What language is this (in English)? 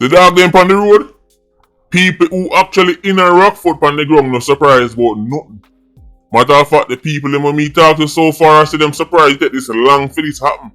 Jamaican Creole English